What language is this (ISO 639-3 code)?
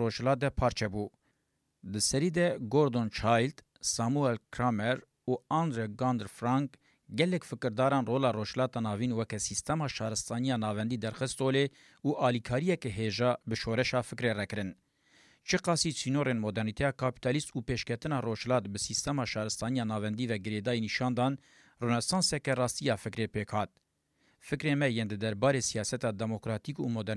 kur